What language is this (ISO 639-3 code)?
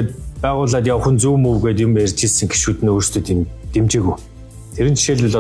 mon